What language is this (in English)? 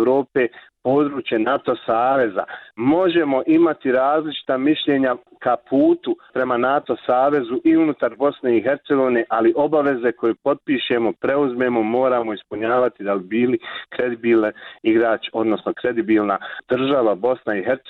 Bosnian